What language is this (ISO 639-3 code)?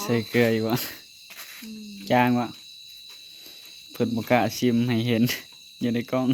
tts